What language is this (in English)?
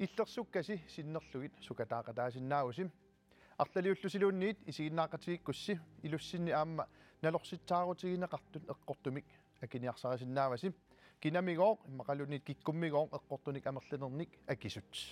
Kalaallisut